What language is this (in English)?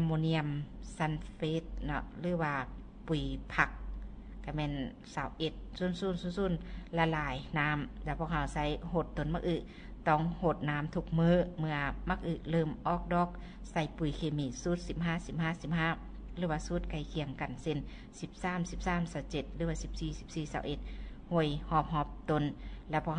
Lao